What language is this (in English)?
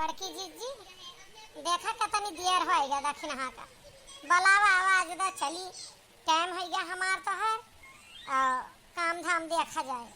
Awadhi